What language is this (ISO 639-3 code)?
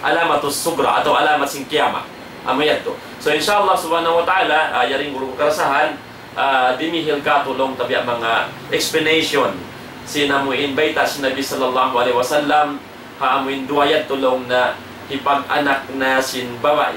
tsg